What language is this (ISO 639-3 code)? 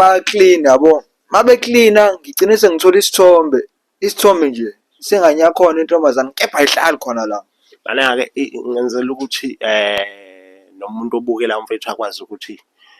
zul